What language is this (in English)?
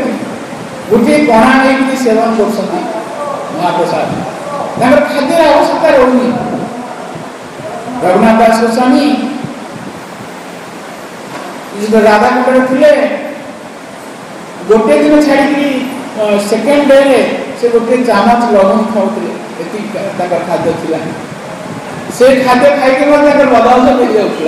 Odia